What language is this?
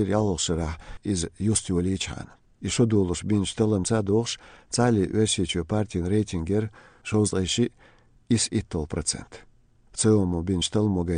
Chechen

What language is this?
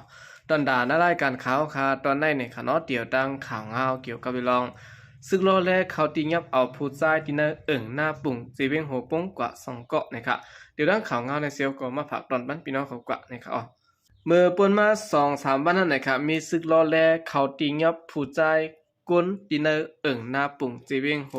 Shan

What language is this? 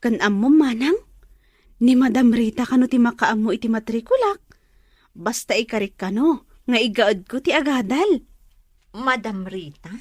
Iloko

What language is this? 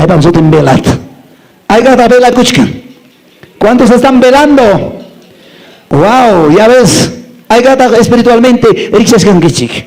Quechua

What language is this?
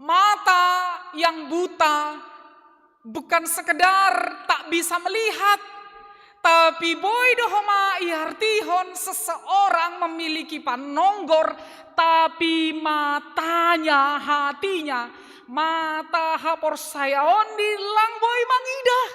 Batak Simalungun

